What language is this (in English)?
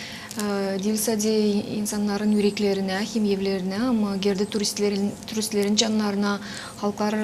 Gagauz